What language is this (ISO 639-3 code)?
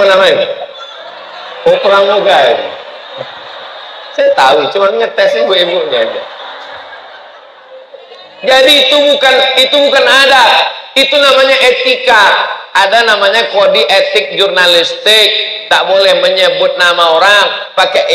ind